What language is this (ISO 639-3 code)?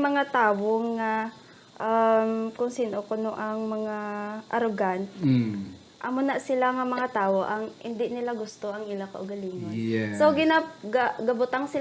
hil